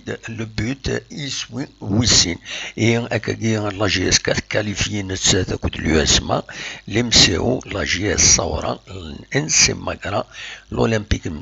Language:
Kabyle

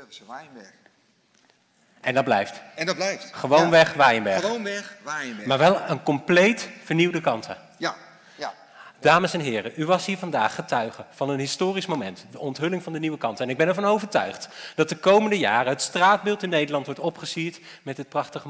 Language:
Dutch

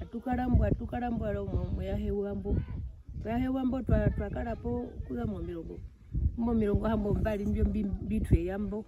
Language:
Herero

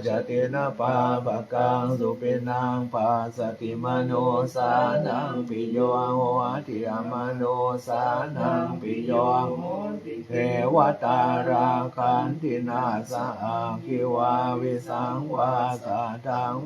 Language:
Pali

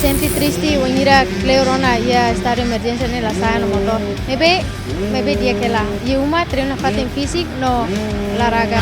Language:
Tetum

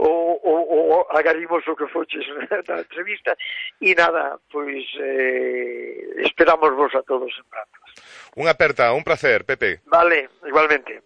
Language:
Galician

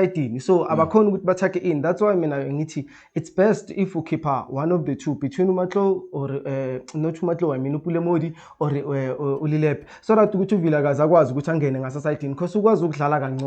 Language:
Zulu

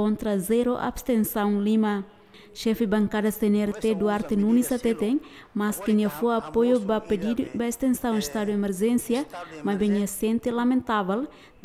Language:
Tetum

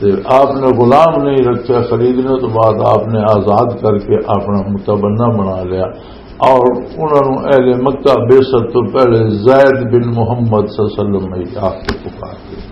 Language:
Western Panjabi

